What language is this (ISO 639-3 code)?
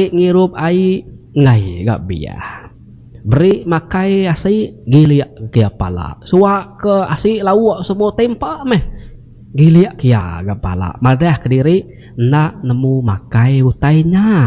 iba